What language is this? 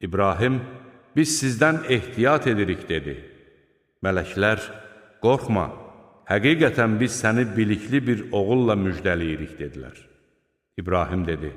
Azerbaijani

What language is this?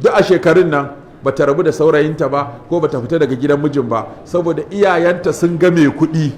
Hausa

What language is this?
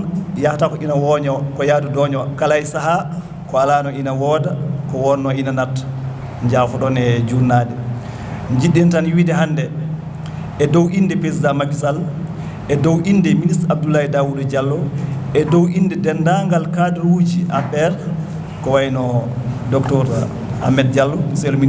Fula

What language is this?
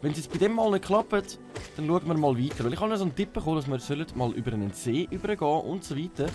Swiss German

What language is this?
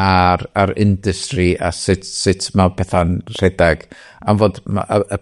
Welsh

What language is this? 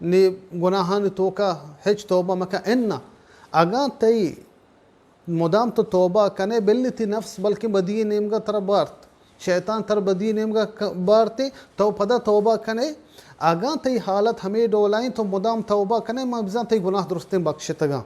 Baluchi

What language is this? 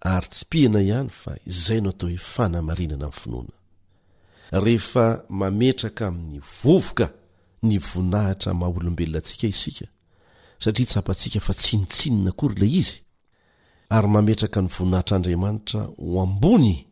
Malagasy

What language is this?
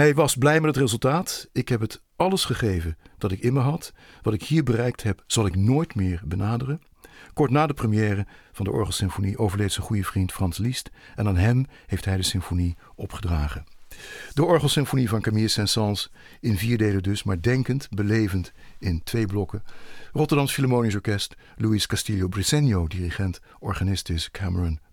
Dutch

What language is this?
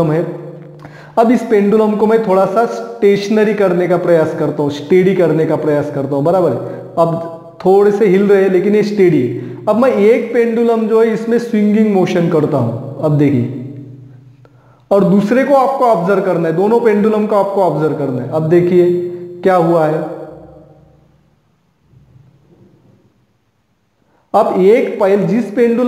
Hindi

